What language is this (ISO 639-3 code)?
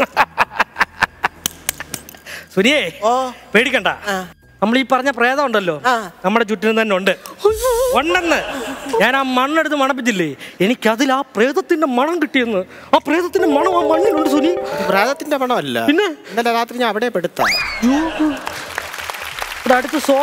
mal